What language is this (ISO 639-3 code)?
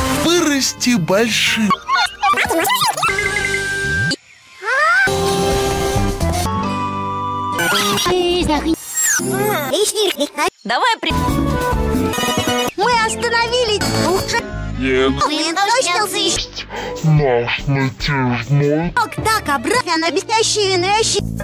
rus